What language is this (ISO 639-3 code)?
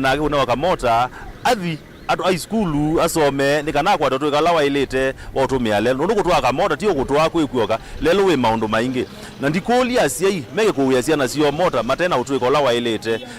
kam